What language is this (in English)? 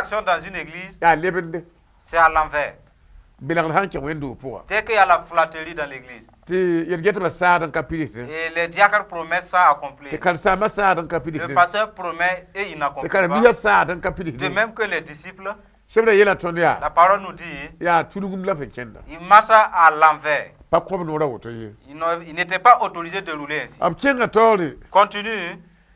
Mossi